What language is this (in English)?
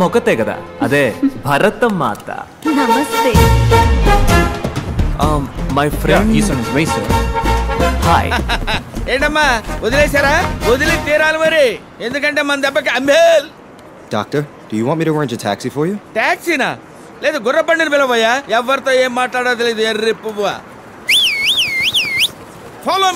Telugu